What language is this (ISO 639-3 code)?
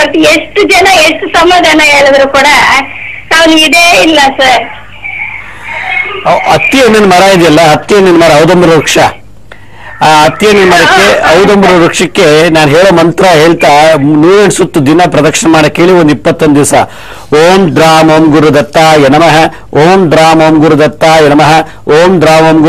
kan